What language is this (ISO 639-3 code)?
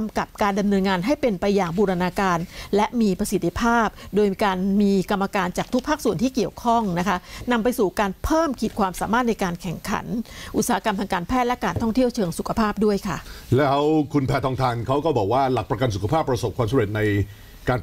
tha